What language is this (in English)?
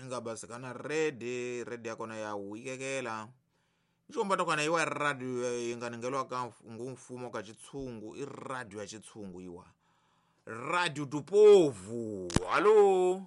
Tsonga